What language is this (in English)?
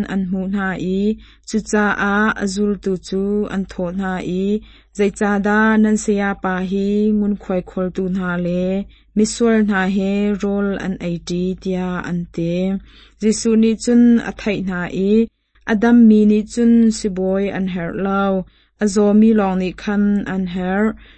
Hakha Chin